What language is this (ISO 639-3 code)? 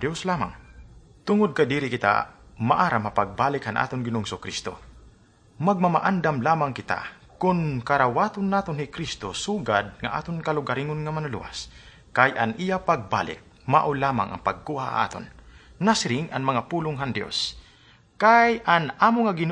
war